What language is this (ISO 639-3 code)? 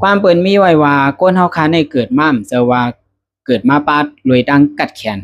shn